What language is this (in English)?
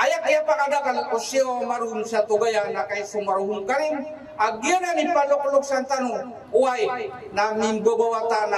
Maranao